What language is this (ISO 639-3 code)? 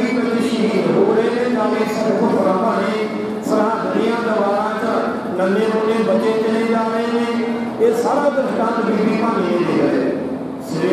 pan